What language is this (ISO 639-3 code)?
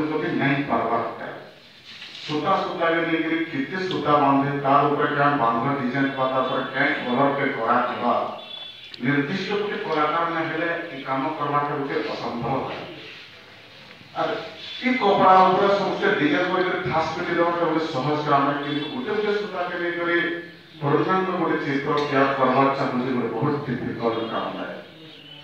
spv